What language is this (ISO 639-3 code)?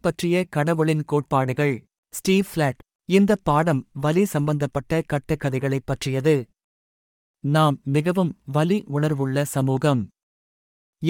tam